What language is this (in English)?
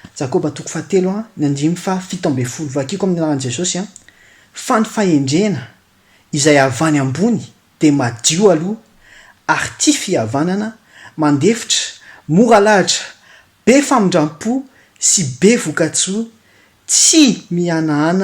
Malagasy